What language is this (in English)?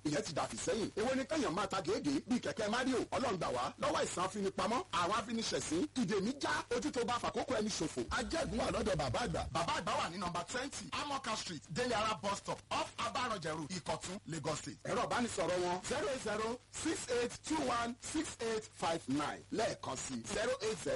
Yoruba